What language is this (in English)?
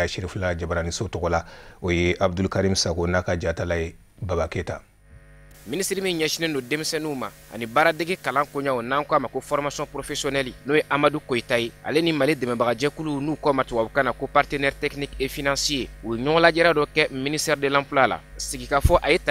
Bambara